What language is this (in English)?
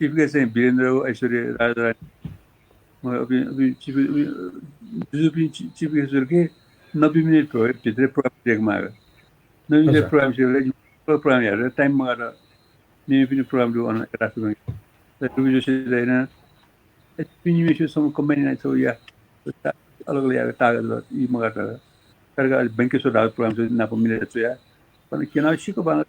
Newari